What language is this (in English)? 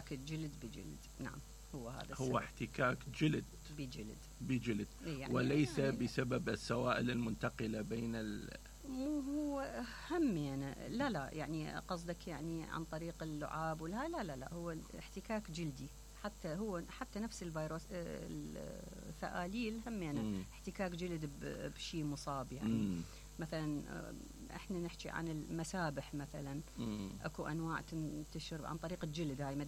Mesopotamian Arabic